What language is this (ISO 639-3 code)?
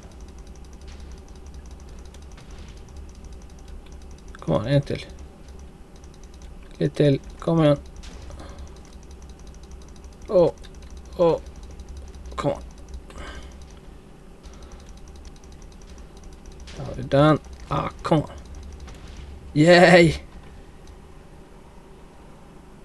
nor